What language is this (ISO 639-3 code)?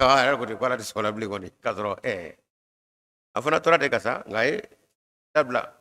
bam